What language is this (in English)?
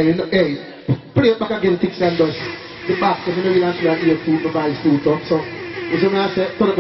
Jamaican Creole English